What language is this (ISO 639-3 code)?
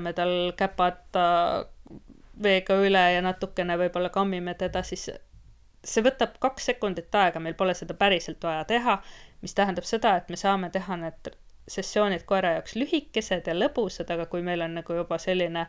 est